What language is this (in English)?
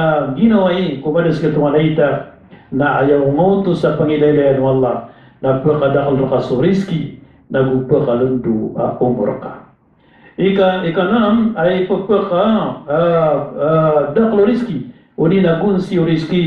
Maranao